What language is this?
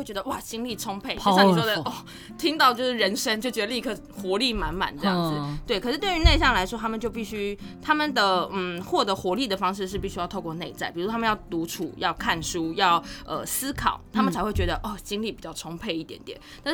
Chinese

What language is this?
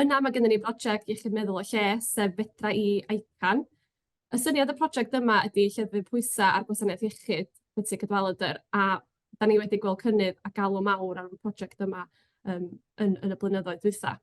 Welsh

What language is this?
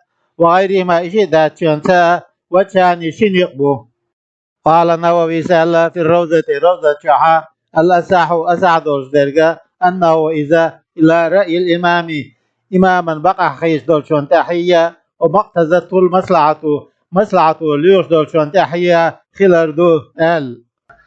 Chechen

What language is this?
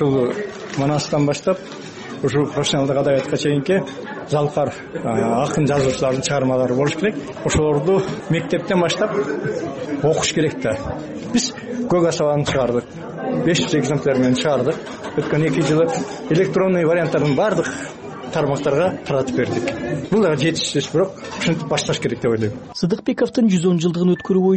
Kyrgyz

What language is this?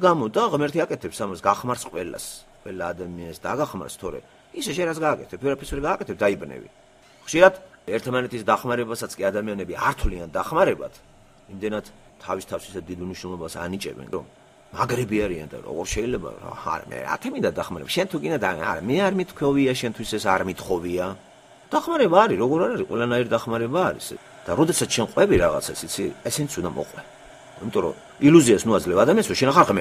Georgian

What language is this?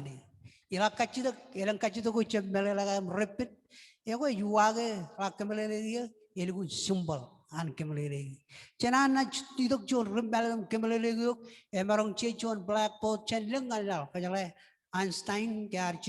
Marshallese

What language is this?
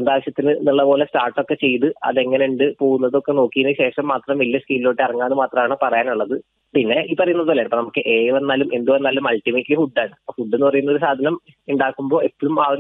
Malayalam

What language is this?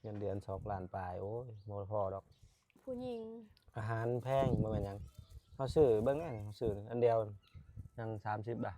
Lao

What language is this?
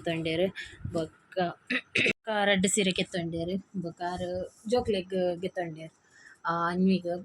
Tulu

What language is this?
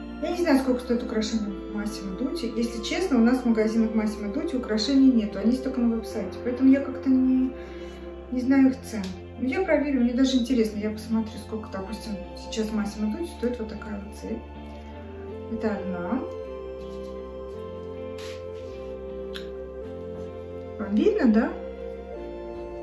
Russian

